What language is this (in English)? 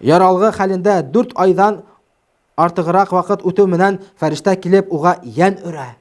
Bashkir